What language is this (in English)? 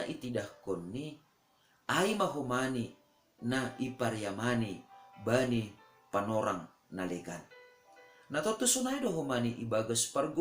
Batak Simalungun